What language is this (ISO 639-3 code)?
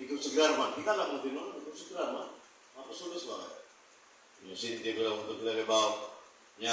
ceb